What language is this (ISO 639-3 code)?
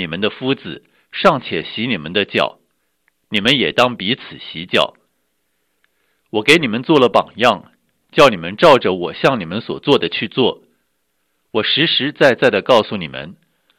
zho